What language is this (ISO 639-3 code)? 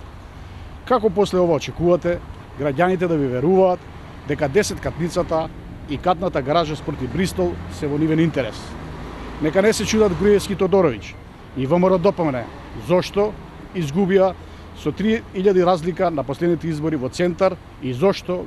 mkd